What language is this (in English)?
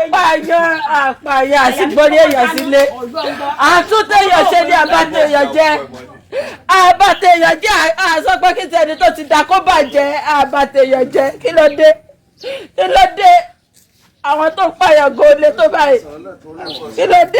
Yoruba